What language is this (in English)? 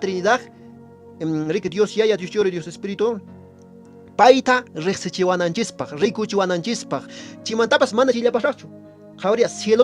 Quechua